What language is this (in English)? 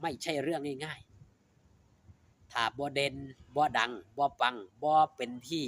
Lao